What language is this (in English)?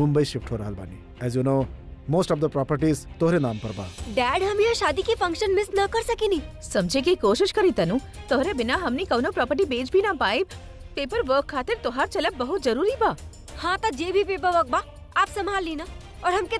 Bhojpuri